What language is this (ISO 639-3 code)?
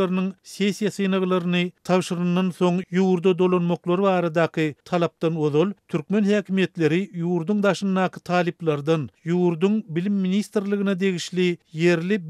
tuk